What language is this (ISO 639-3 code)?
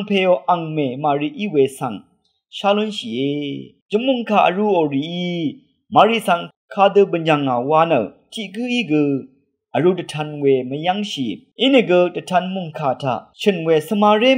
raw